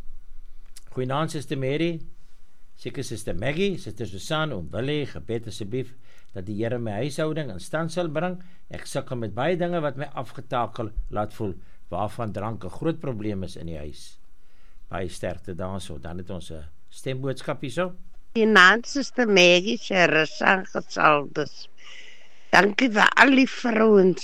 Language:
Afrikaans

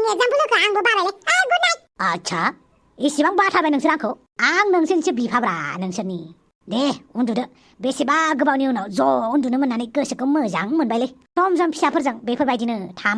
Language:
Bodo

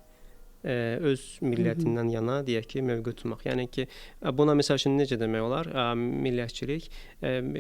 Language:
Azerbaijani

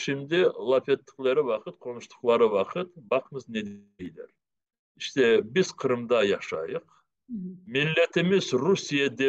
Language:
Crimean Tatar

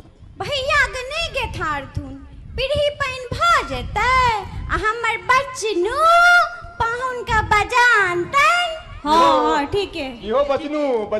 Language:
Maithili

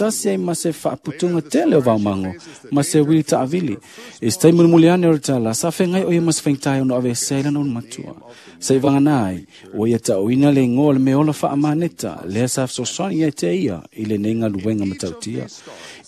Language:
Samoan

